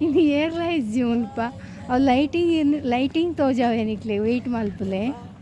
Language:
Tulu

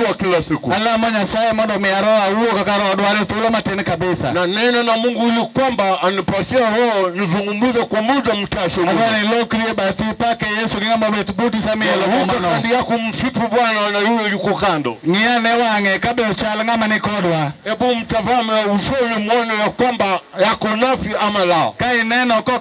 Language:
Luo (Kenya and Tanzania)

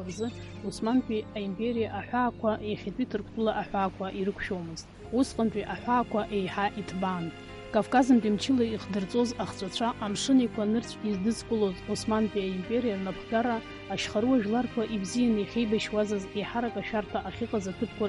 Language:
Abkhazian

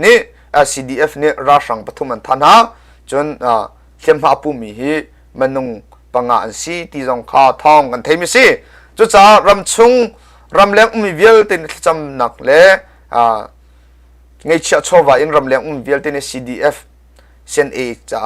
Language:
Hakha Chin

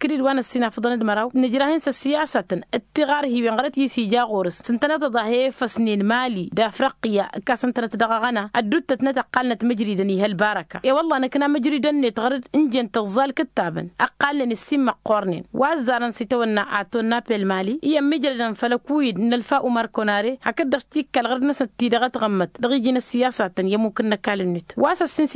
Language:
Tamasheq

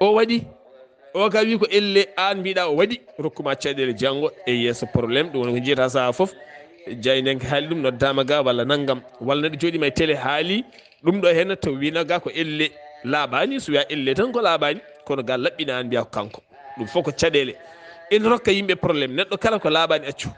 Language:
Fula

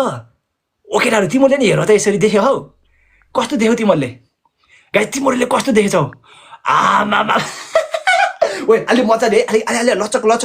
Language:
Nepali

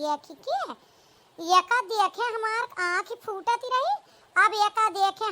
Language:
Awadhi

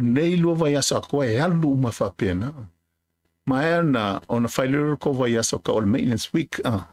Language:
Samoan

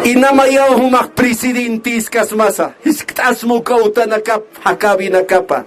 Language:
Aymara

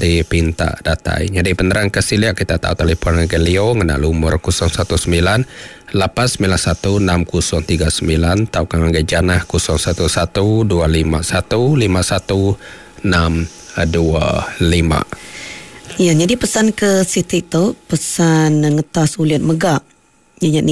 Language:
Iban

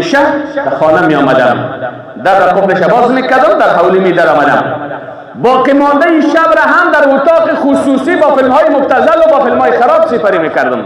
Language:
Persian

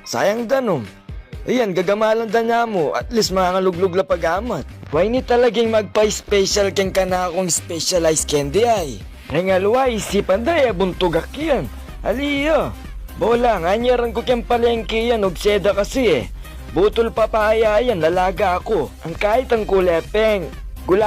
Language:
Pampanga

